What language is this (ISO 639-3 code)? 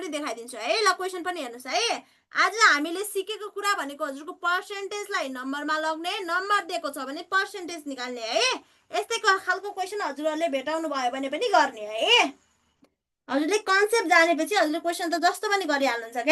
nep